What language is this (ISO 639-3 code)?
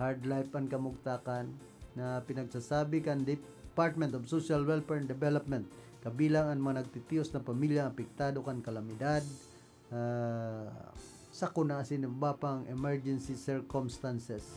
bik